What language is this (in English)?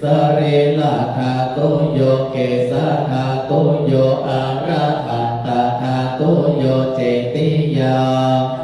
Pali